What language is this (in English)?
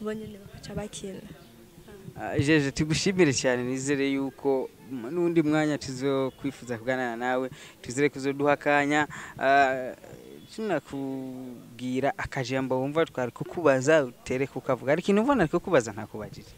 Rundi